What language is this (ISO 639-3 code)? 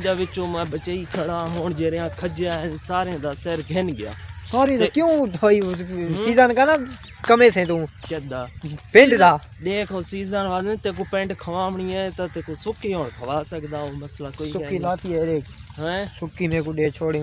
skr